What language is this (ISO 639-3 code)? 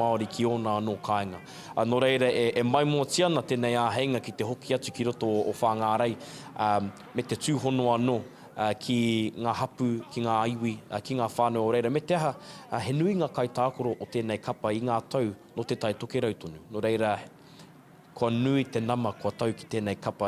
mri